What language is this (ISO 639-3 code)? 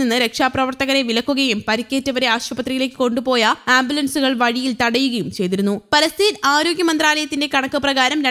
mal